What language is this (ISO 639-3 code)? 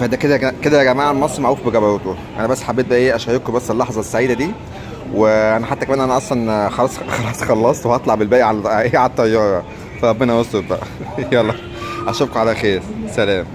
arz